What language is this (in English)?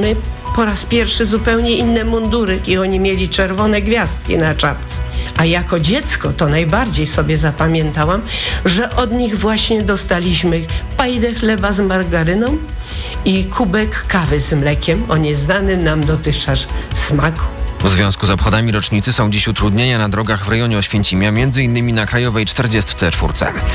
Polish